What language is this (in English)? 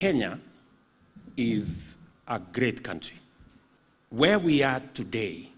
Gusii